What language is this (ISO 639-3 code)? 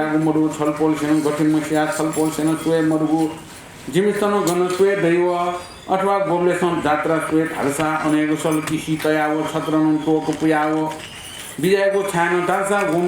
new